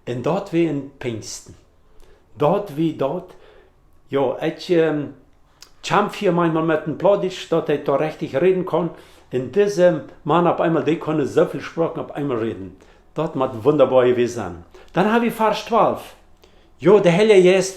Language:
Plautdietsch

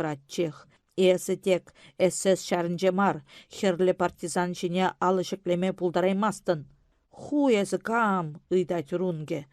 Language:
Chuvash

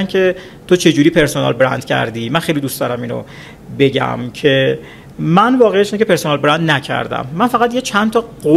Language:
Persian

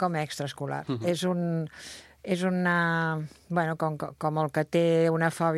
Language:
Catalan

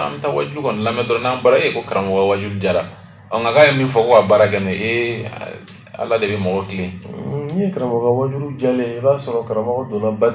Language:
Bambara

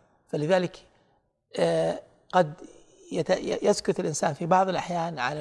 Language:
Arabic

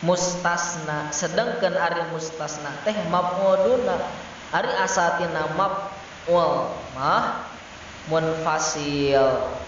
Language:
Sundanese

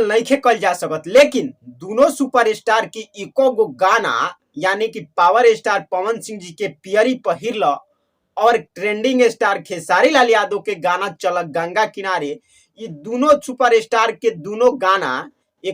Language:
Bhojpuri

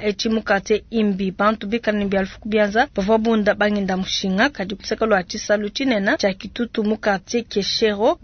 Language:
Luba-Lulua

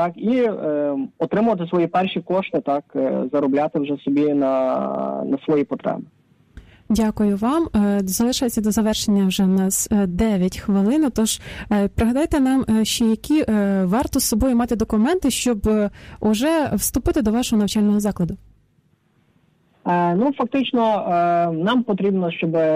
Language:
Ukrainian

